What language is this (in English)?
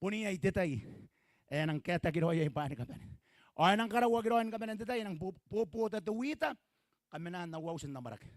Gilbertese